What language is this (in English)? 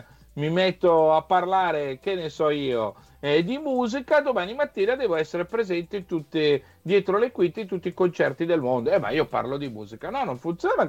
Italian